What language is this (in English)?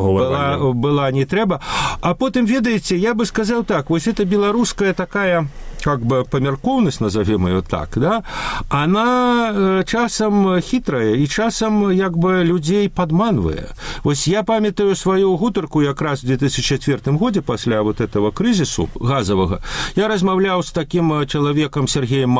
Belarusian